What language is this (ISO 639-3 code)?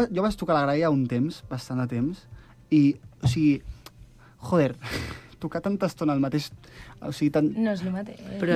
cat